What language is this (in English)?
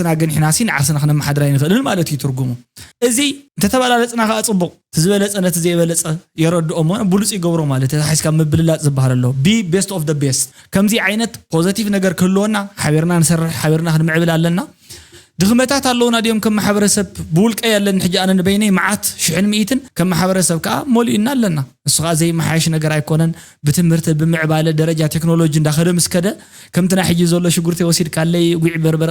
Tigrinya